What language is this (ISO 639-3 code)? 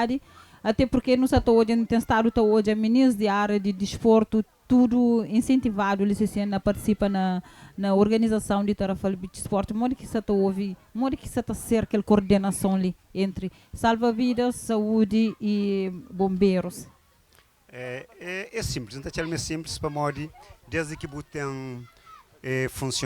kea